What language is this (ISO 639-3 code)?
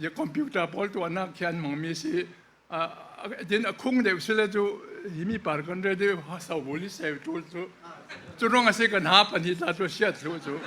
cfm